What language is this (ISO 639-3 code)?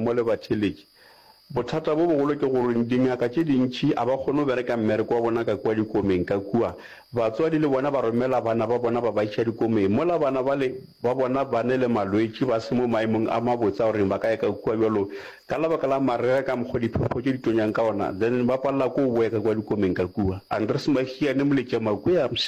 nso